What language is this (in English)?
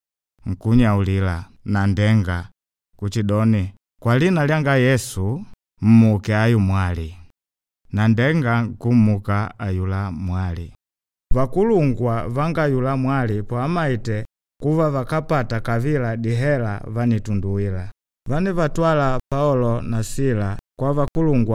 Makonde